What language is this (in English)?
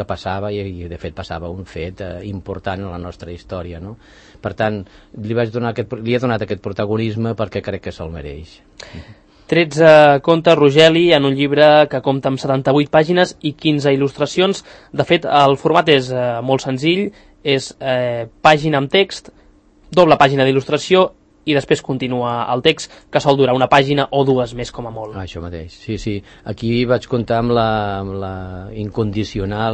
Catalan